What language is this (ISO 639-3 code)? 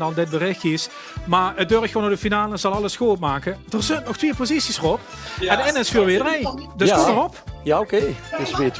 lim